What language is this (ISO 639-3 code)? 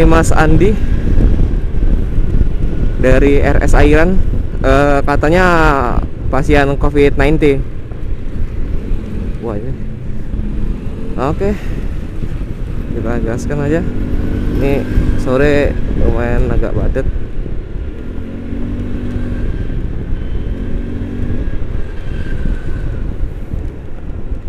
ind